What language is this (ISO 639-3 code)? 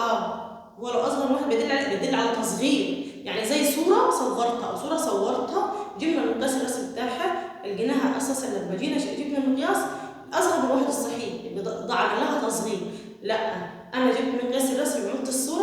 arz